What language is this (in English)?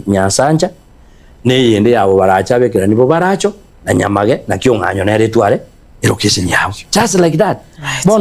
Gusii